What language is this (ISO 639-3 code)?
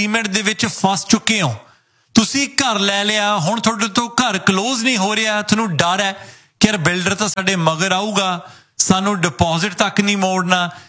pan